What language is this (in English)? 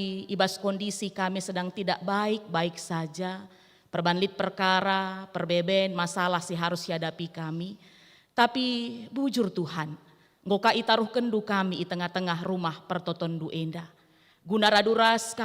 Batak Karo